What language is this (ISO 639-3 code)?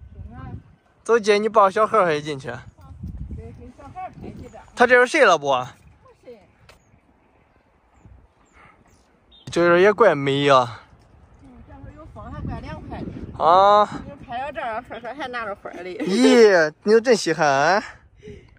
zho